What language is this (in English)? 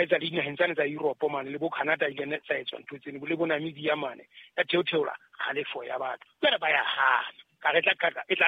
Southern Sotho